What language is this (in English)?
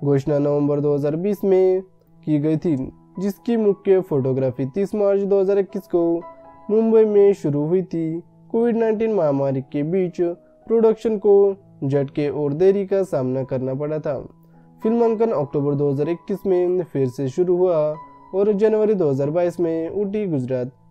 Hindi